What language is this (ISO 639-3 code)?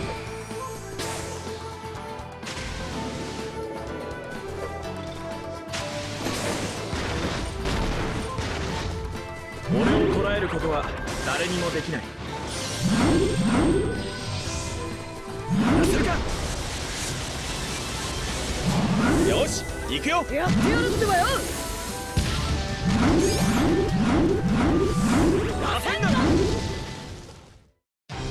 jpn